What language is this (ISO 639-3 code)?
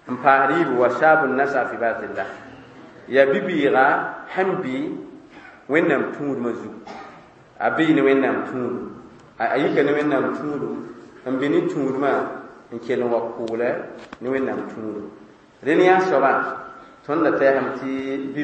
mos